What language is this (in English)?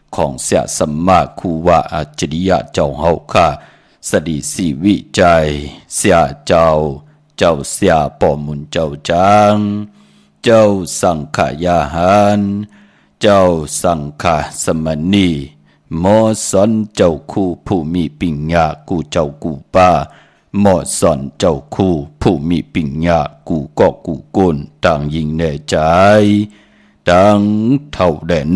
Shan